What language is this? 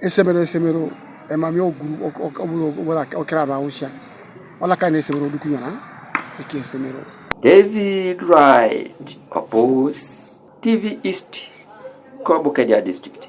Teso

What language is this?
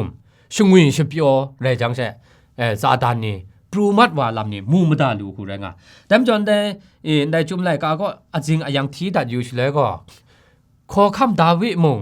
Kachin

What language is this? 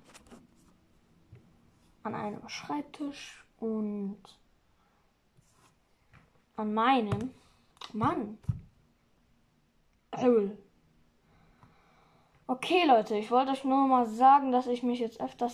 German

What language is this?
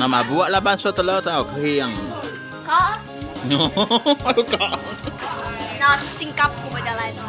Iban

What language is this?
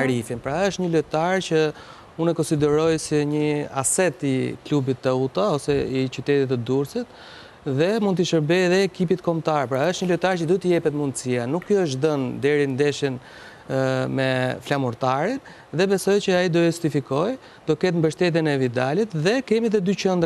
Albanian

